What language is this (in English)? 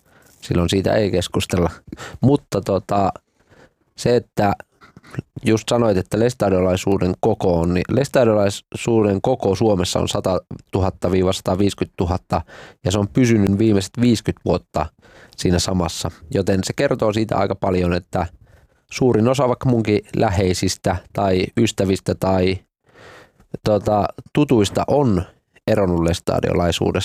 Finnish